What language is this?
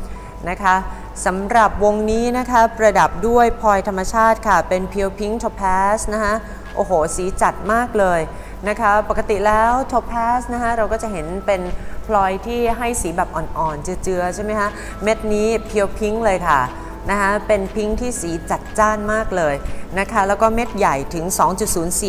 Thai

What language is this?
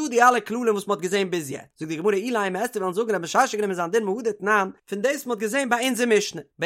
Yiddish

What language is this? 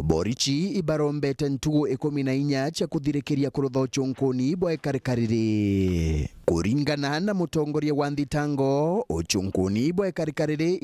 Meru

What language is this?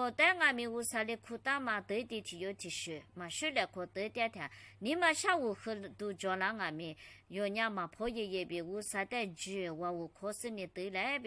Lisu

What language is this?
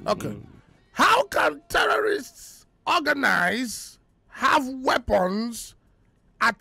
Nigerian Pidgin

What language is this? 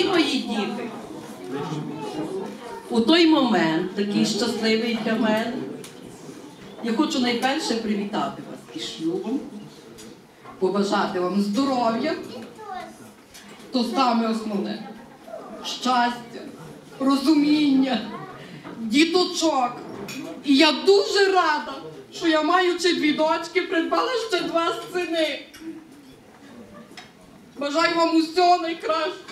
Ukrainian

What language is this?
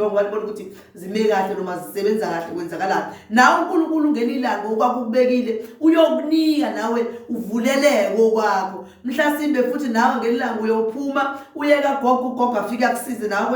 Zulu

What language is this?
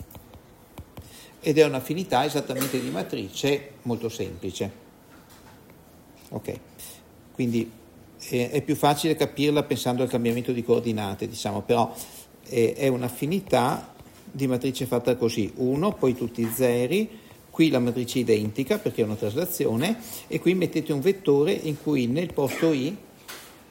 Italian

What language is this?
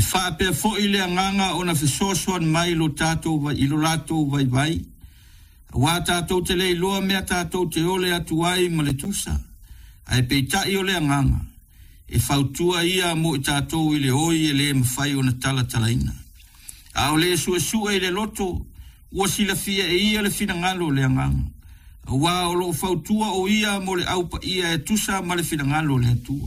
Samoan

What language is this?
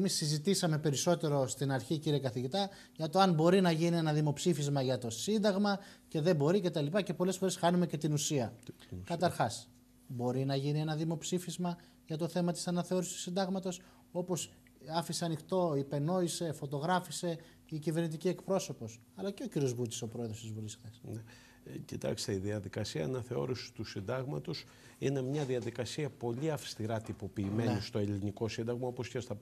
Greek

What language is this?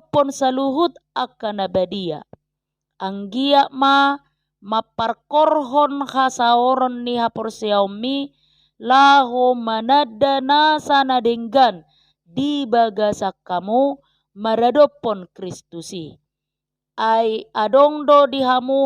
Batak Toba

